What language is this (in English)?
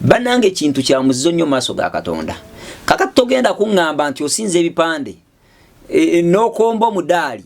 Ganda